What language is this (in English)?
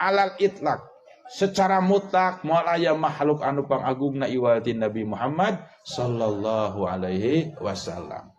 Sundanese